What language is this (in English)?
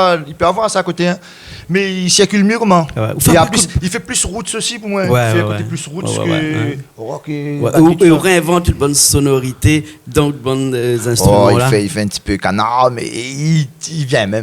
Réunion Creole French